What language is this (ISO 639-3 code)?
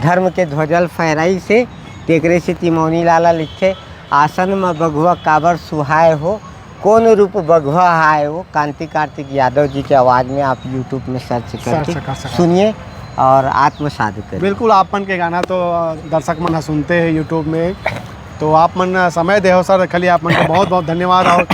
hne